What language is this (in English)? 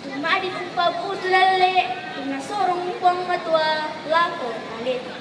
Toraja-Sa'dan